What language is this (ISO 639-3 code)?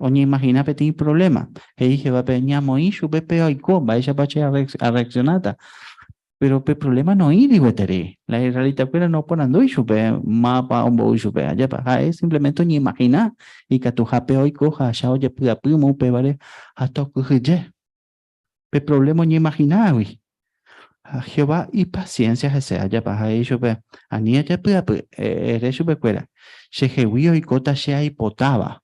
grn